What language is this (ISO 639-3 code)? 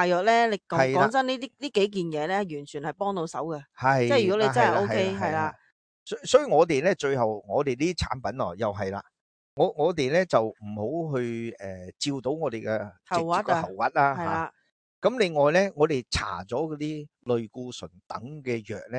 yue